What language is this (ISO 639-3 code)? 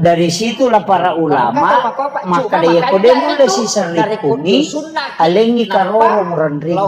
bug